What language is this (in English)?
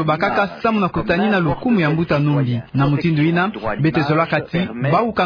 Kituba (Democratic Republic of Congo)